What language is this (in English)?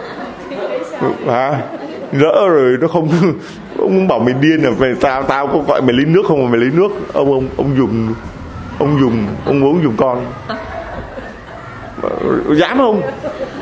Vietnamese